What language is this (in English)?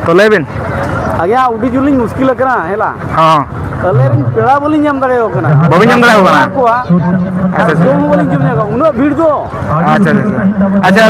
Santali